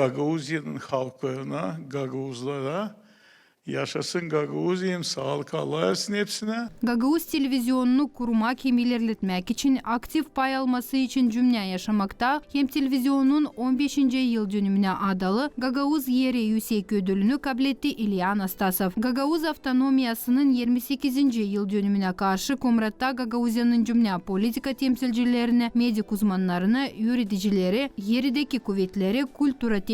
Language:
Gagauz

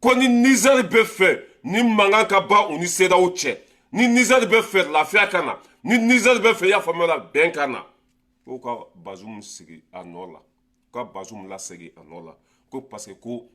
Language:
Bambara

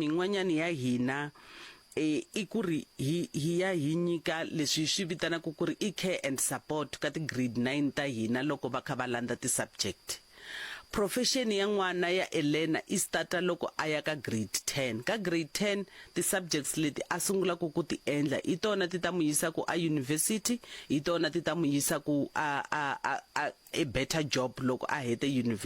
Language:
Tsonga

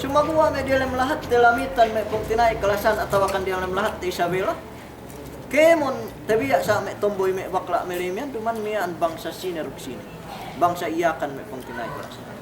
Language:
Yakan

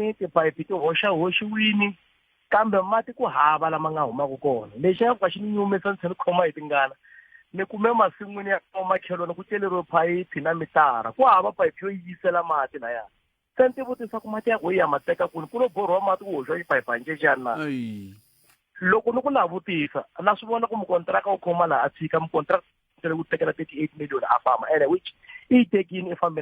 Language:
Tsonga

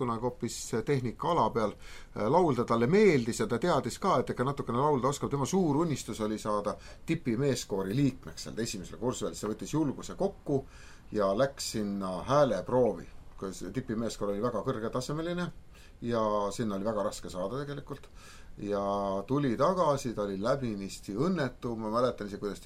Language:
Estonian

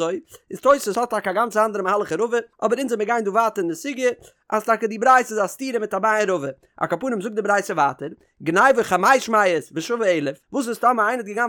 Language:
Yiddish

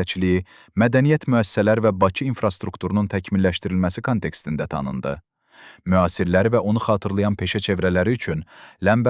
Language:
Azerbaijani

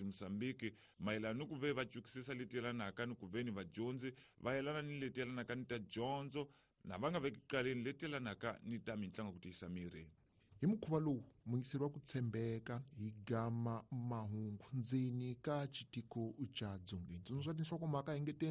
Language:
Tsonga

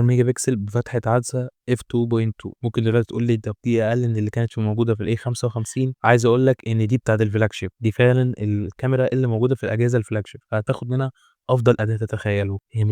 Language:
Egyptian Arabic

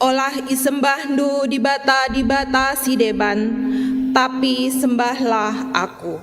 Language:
Batak Karo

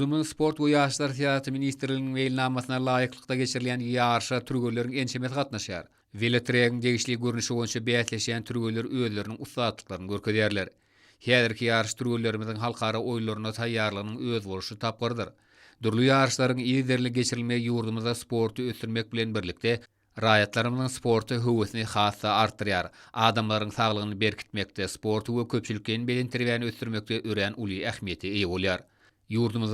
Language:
Turkmen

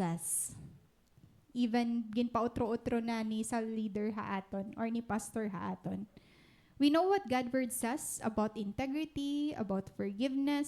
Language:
Waray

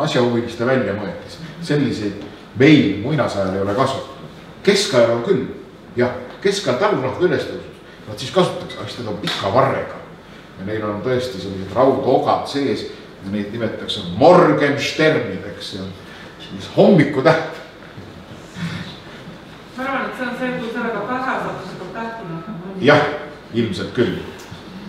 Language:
Estonian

